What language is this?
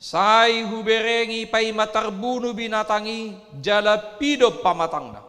Batak Toba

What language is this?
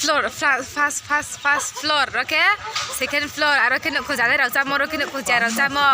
Riang (India)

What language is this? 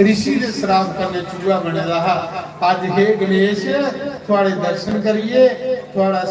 Dogri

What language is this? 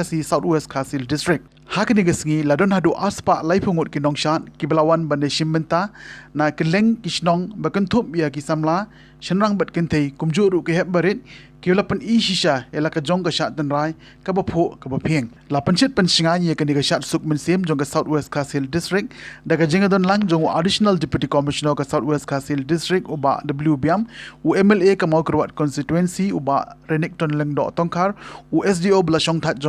Khasi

